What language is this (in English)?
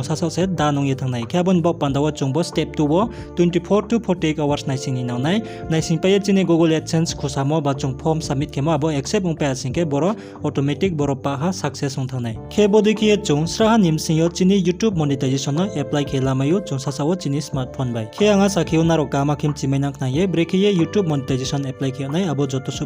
Riang (India)